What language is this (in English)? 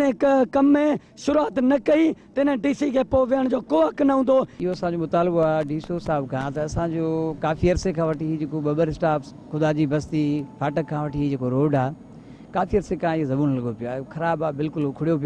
Sindhi